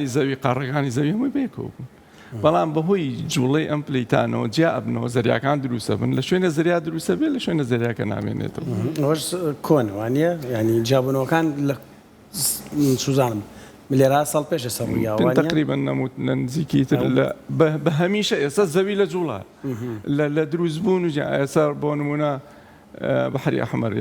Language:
Central Kurdish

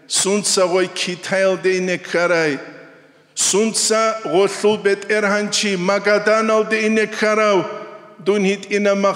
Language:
Avaric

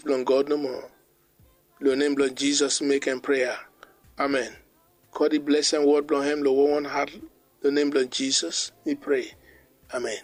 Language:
Bislama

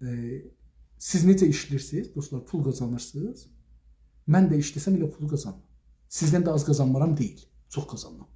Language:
South Azerbaijani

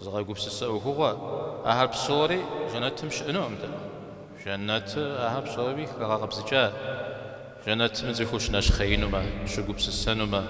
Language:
Kabardian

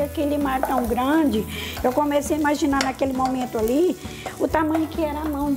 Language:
Portuguese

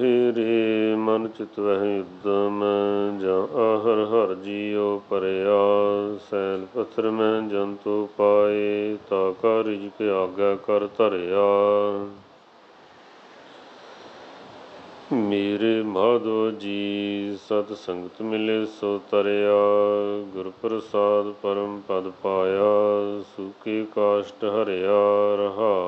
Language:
Punjabi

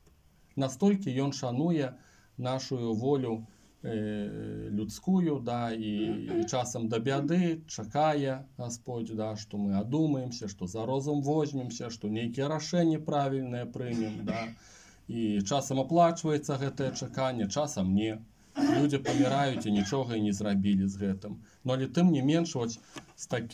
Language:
Belarusian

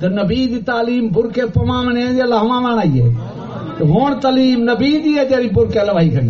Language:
Saraiki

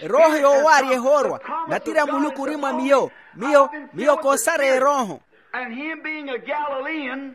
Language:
Makhuwa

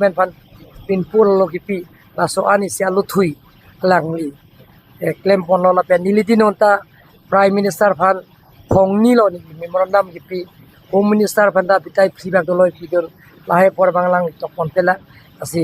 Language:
Karbi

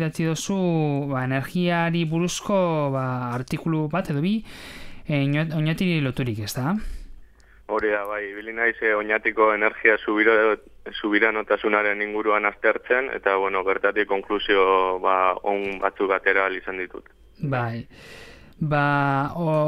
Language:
Basque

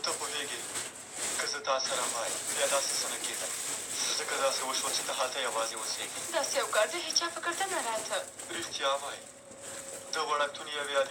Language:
Pashto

